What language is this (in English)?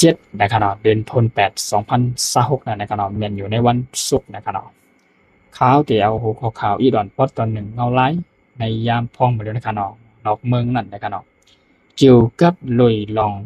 Shan